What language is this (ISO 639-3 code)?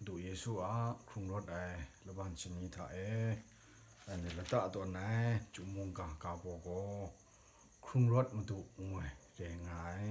kac